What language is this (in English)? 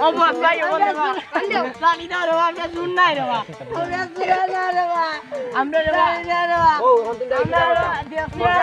Sylheti